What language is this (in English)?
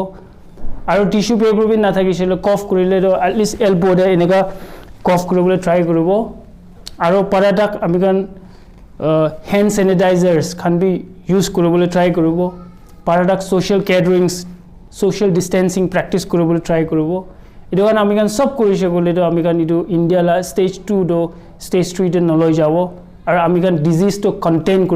Naga Pidgin